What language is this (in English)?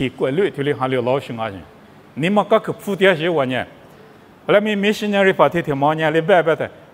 Lisu